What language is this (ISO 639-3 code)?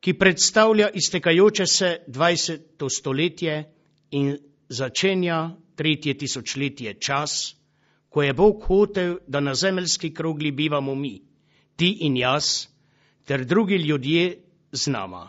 slv